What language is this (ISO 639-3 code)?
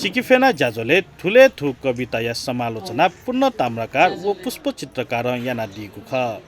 new